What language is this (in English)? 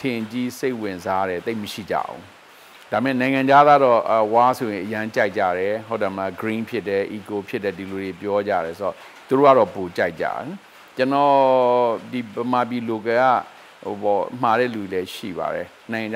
Burmese